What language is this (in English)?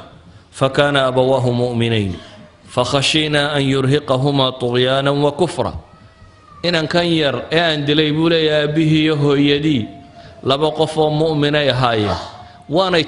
Somali